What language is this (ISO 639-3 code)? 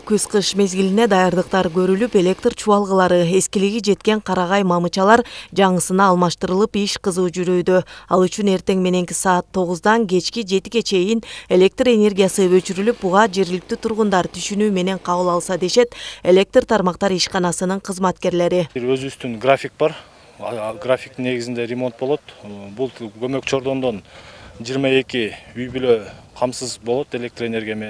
kir